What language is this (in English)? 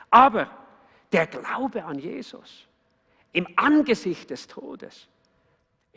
Swiss German